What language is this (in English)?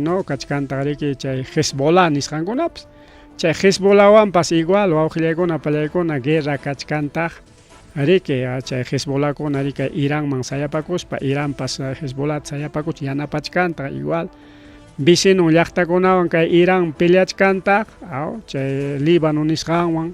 Ayacucho Quechua